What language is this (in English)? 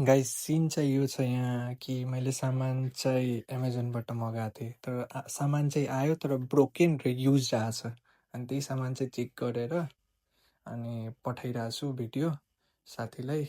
Nepali